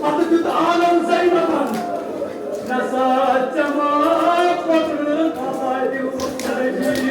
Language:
Kashmiri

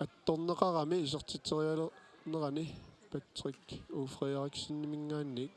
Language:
Kalaallisut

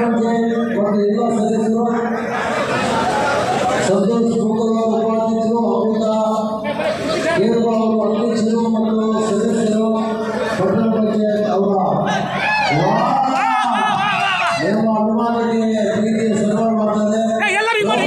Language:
Kannada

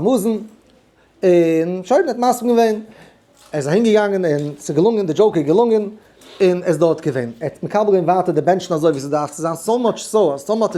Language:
Yiddish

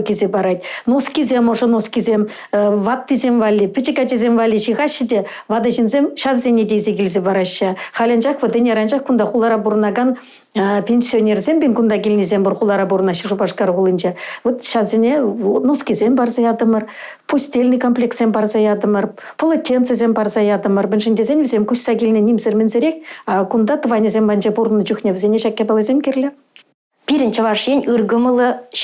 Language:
Chuvash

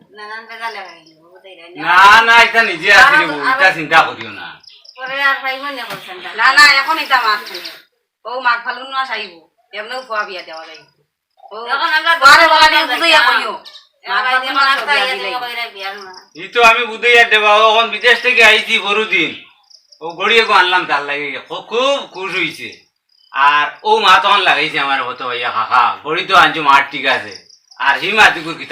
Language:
Sylheti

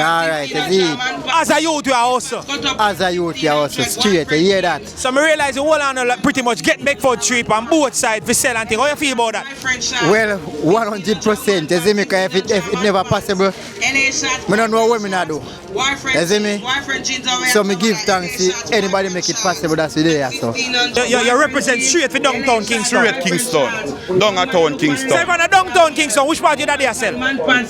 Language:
Jamaican Creole English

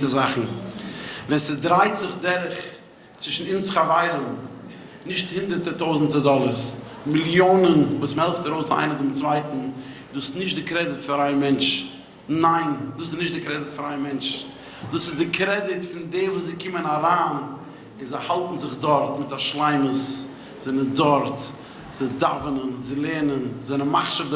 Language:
Yiddish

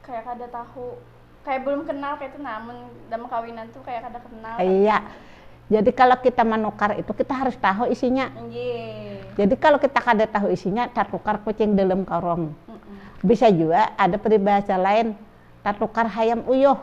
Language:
Banjar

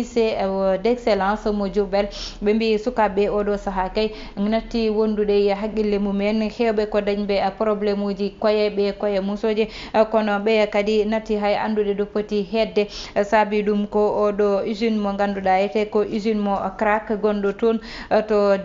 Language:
Fula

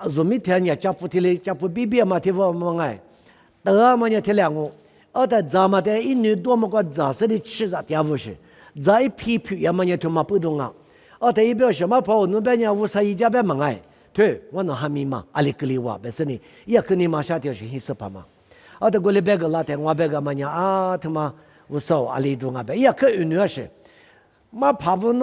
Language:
Lisu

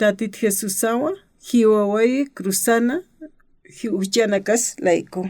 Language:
Aymara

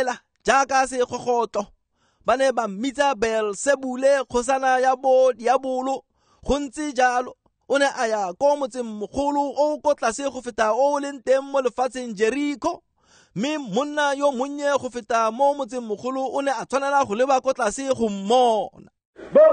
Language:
Tswana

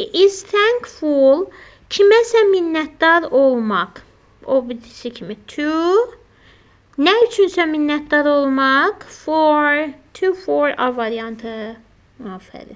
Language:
Azerbaijani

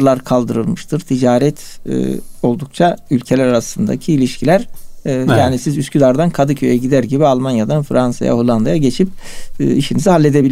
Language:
Turkish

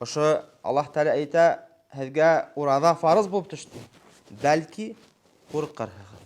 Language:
Bashkir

